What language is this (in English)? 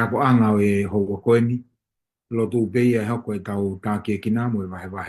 Tongan